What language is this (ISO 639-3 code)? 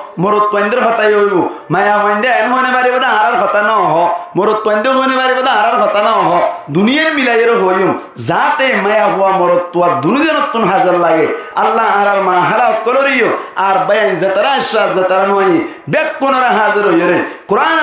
rhg